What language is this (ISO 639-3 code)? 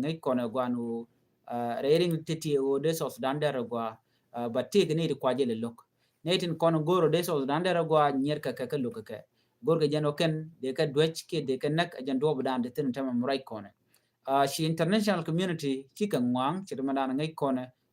nus